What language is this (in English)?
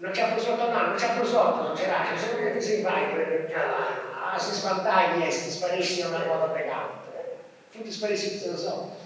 Sardinian